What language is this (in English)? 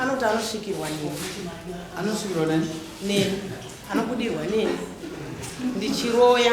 Shona